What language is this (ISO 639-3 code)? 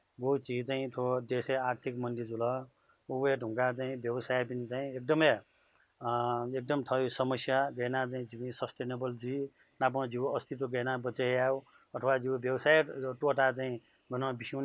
new